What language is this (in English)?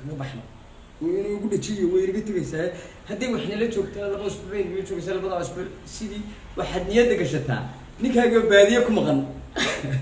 Somali